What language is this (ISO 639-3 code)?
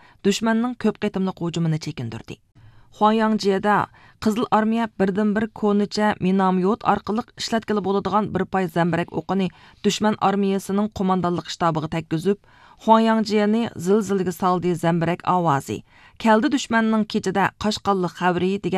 uig